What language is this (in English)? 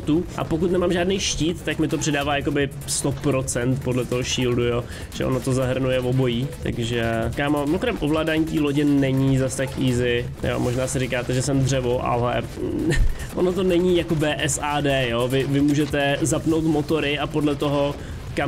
Czech